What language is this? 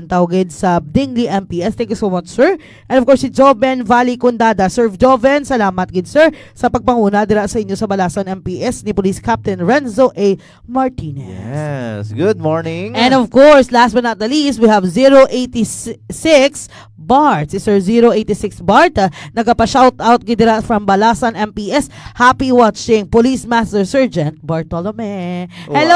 Hiligaynon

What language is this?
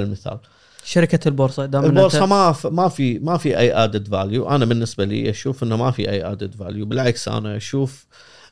Gulf Arabic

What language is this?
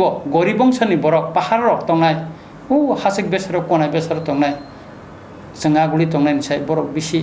Kok Borok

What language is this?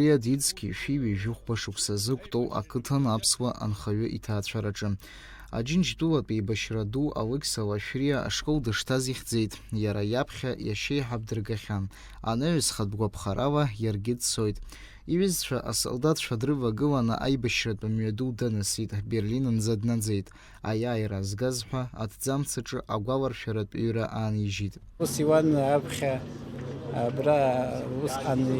Abkhazian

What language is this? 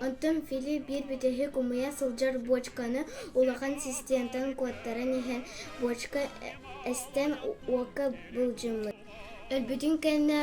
Yakut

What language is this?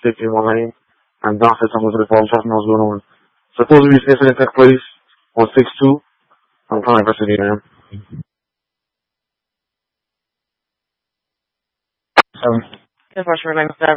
English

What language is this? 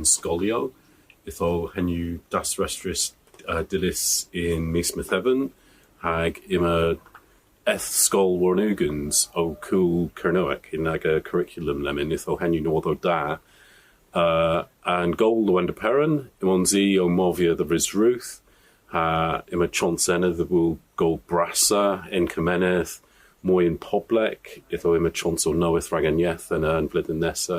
Cornish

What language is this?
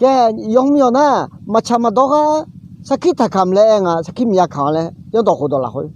Akha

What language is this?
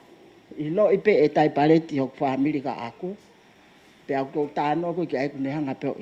Tongan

